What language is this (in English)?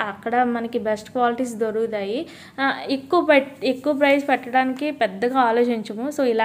Telugu